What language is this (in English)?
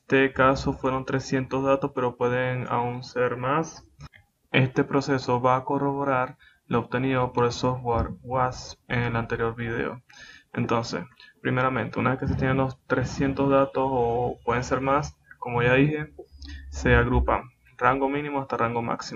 Spanish